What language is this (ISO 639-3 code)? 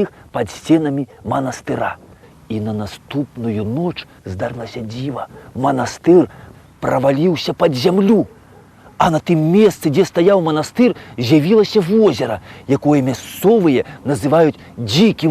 bel